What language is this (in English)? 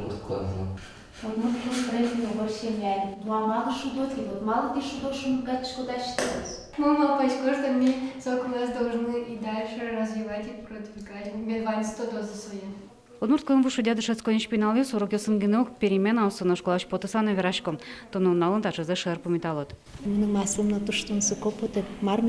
Udmurt